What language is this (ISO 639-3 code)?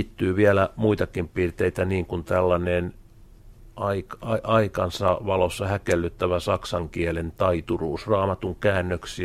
fin